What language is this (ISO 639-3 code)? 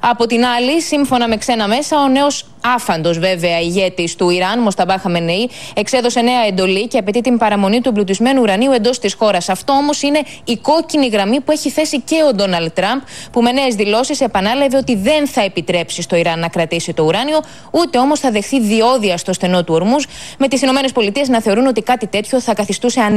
ell